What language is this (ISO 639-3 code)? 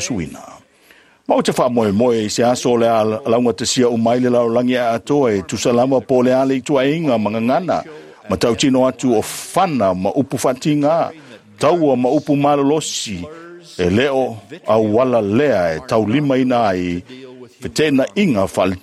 smo